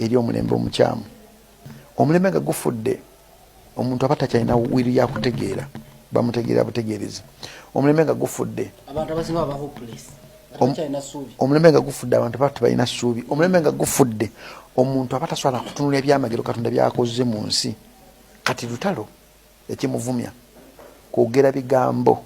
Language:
Ganda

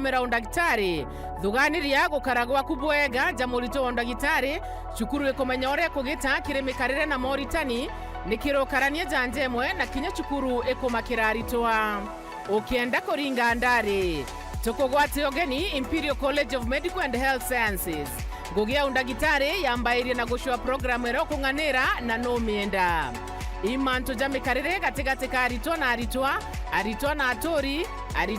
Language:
Meru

